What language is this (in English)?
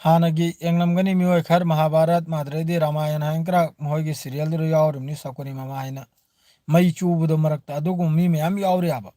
Manipuri